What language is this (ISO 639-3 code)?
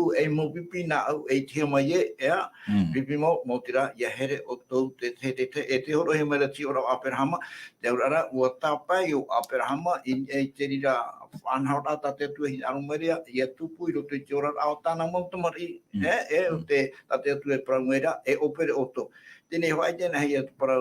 tah